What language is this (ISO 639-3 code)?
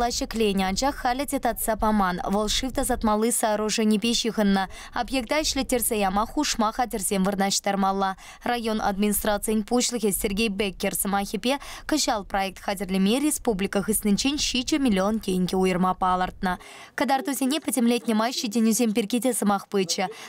chv